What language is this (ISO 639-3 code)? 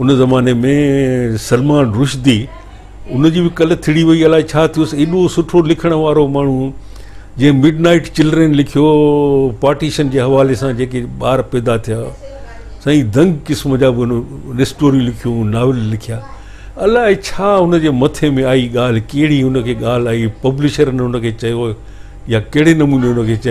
snd